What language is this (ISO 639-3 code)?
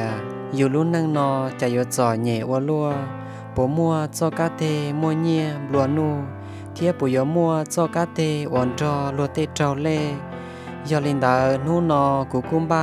hmn